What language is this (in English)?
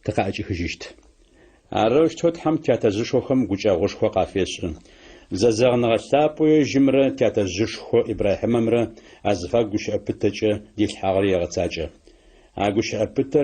Adyghe